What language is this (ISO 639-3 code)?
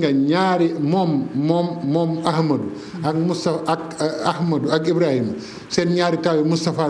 wol